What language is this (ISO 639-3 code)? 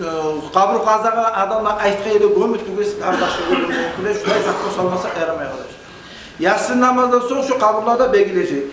kum